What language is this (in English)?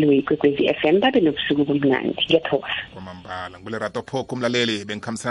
South Ndebele